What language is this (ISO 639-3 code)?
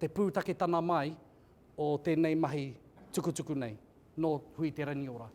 mri